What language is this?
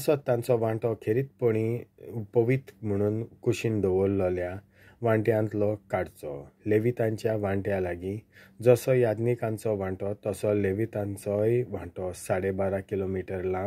Konkani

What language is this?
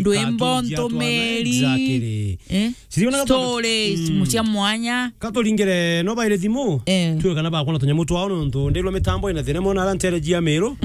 Meru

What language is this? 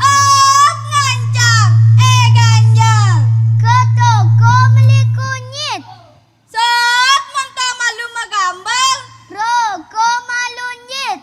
Balinese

